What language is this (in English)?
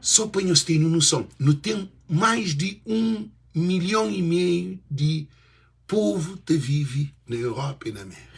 Kabuverdianu